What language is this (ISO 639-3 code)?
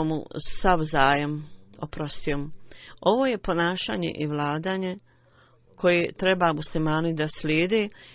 bos